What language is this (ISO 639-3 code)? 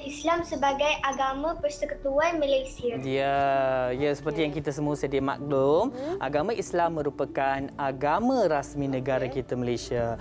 msa